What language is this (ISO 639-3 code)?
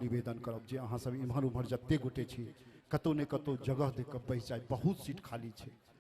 mai